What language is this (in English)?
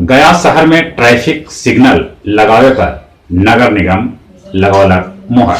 Magahi